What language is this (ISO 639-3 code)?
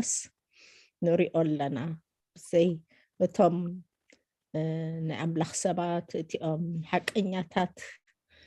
tir